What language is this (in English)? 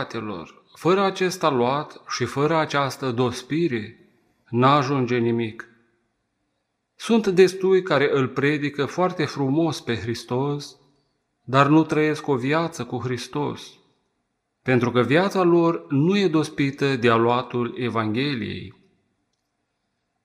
Romanian